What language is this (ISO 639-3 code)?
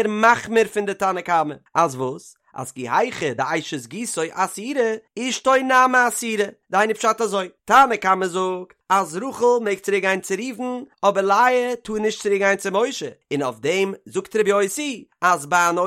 yid